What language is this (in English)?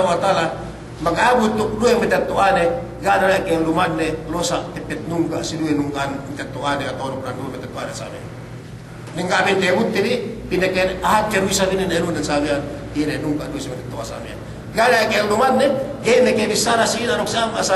Yakan